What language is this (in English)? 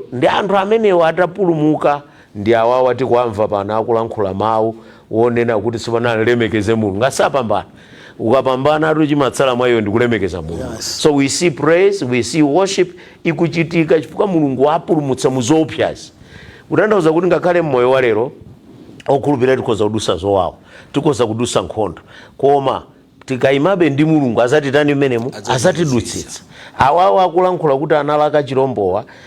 Nyanja